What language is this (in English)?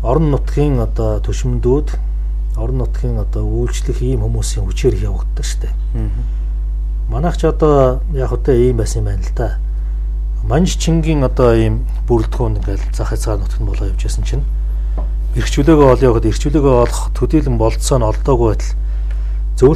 Mongolian